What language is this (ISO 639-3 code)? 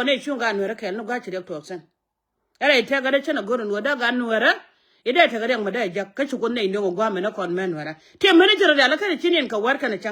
nus